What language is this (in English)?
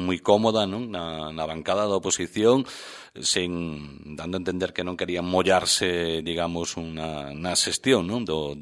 Galician